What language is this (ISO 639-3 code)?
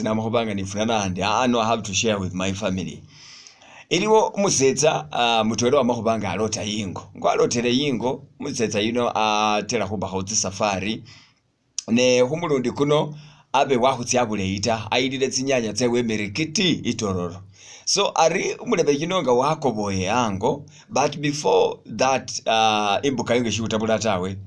myx